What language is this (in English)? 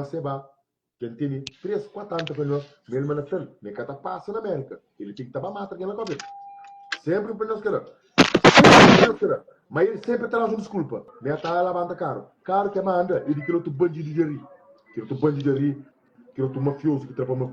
Kabuverdianu